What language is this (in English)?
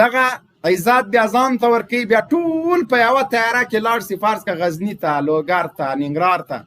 Pashto